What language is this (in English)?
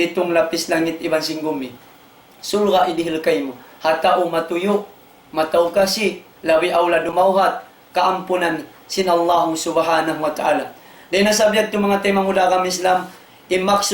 Tausug